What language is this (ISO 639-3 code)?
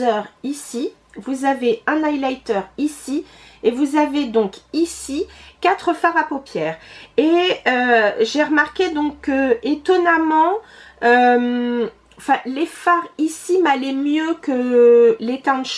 fra